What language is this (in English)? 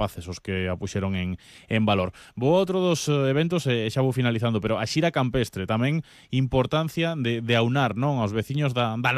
Galician